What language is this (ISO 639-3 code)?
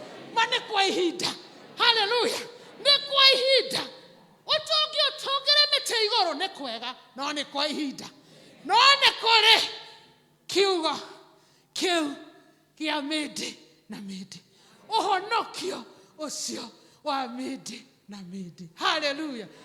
kik